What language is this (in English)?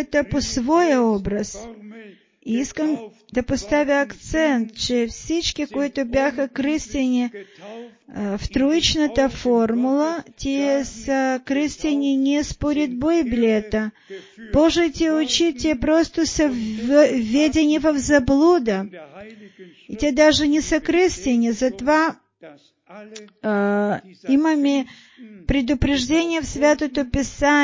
Bulgarian